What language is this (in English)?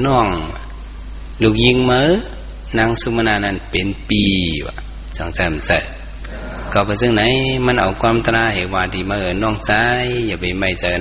Shan